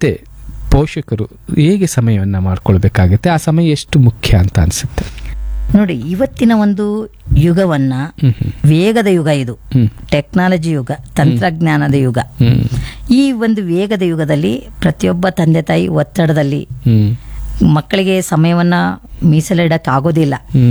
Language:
Kannada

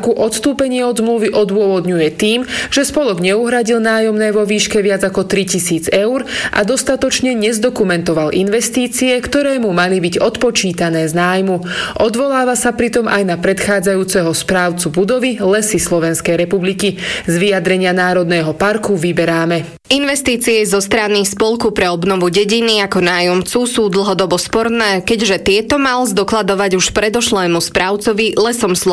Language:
Slovak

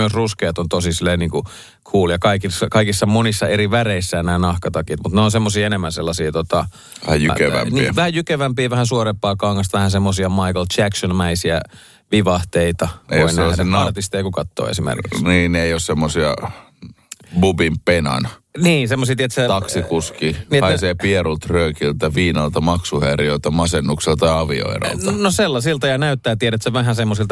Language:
Finnish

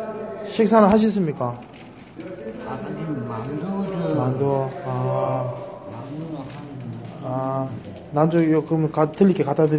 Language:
Korean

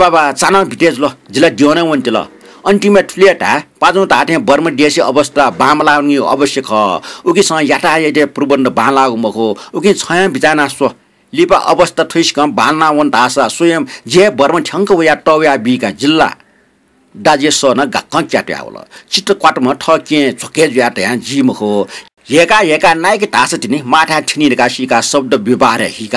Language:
Newari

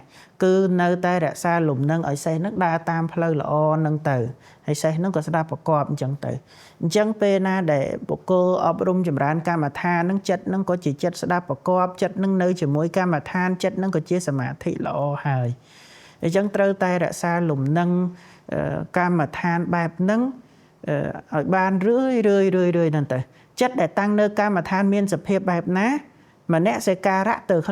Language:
Khmer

